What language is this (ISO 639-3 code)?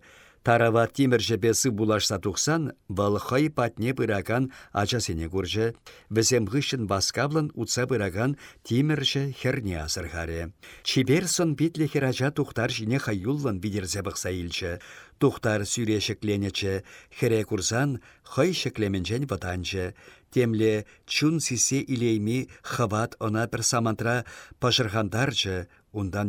chv